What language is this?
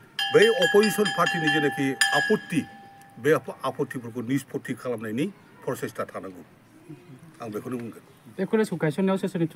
Bodo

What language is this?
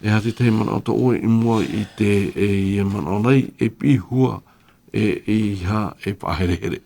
Tahitian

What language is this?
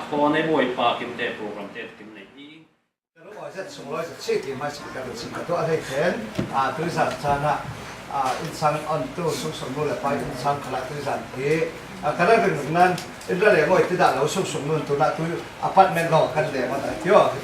Falam Chin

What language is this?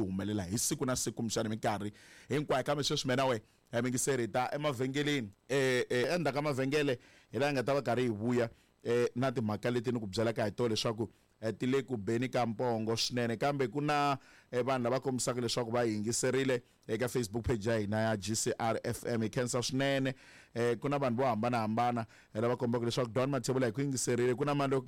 Tsonga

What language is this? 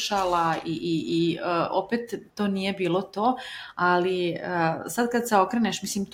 Serbian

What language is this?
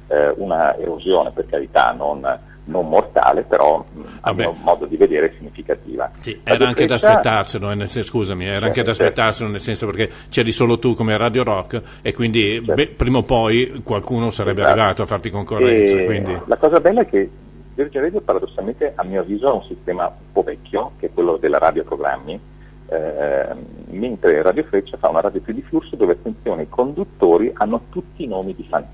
Italian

